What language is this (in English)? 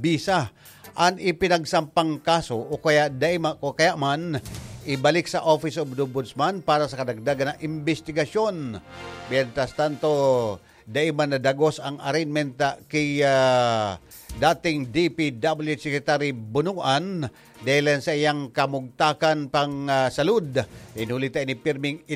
Bikol